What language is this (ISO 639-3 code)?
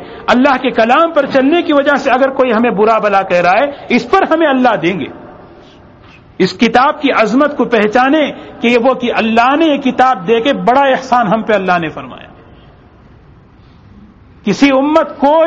urd